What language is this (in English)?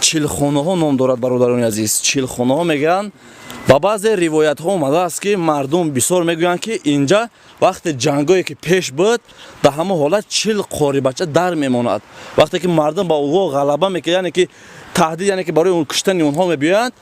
Tajik